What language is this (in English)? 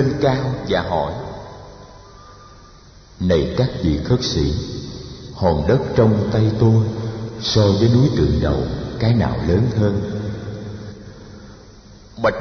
Vietnamese